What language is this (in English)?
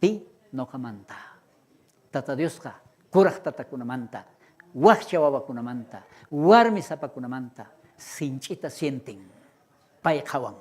South Bolivian Quechua